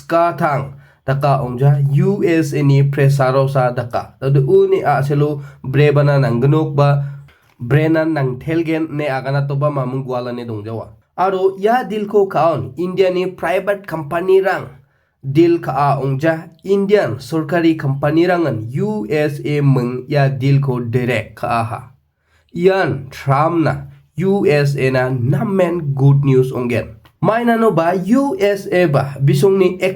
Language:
Garo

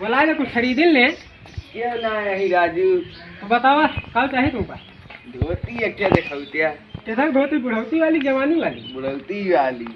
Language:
Awadhi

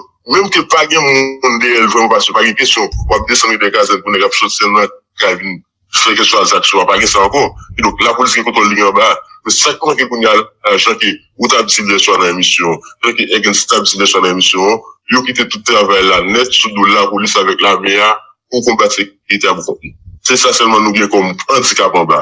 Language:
Haitian Creole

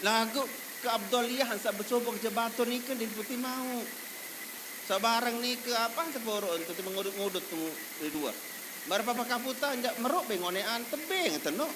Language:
Sasak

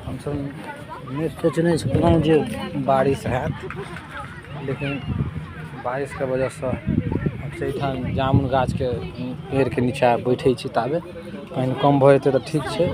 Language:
Maithili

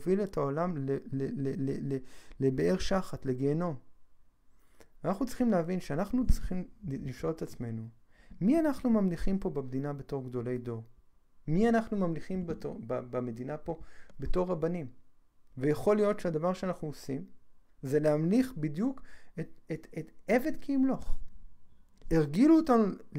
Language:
Hebrew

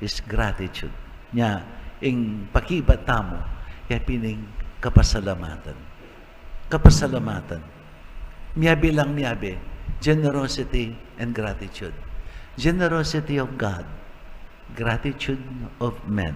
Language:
Pampanga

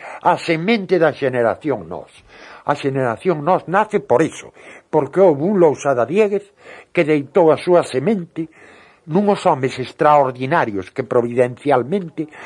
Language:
Galician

